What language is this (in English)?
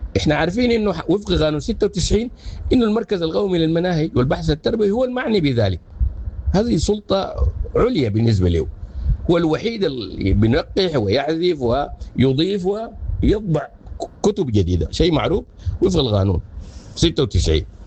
Sudanese Arabic